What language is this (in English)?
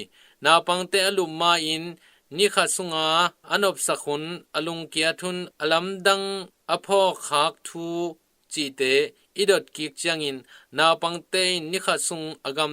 Tedim Chin